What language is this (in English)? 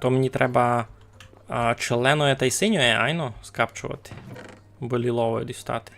Rusyn